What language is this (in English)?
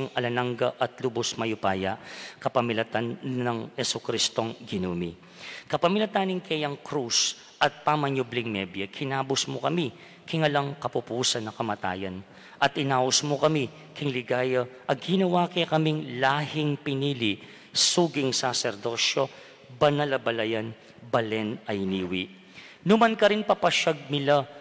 Pampanga